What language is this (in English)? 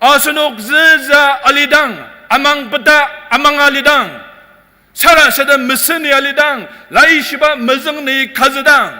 Ao Naga